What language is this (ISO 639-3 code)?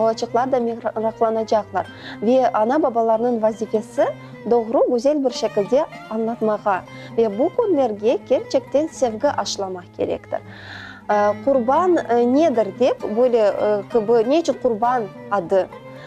crh